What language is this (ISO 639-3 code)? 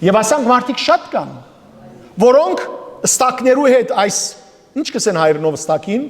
hyw